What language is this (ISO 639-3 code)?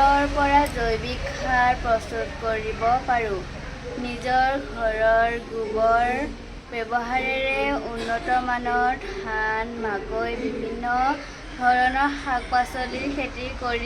asm